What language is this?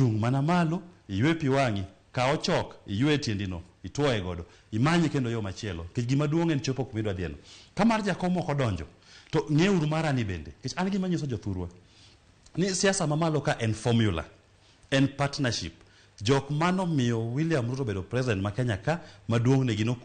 Luo (Kenya and Tanzania)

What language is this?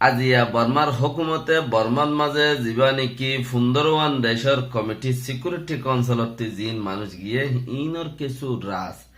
Rohingya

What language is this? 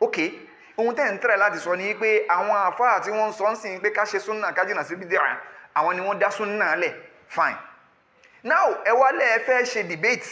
Yoruba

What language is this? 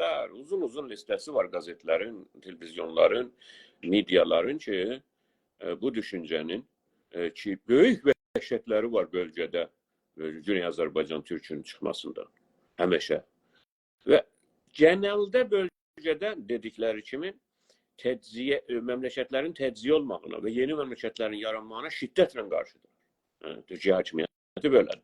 South Azerbaijani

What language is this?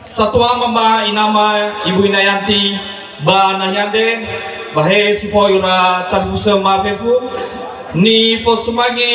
Nias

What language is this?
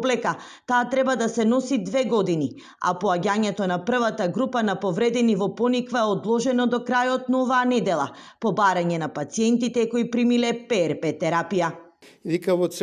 Macedonian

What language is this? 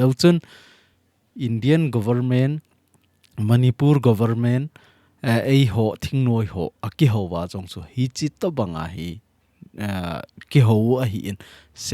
Thado Chin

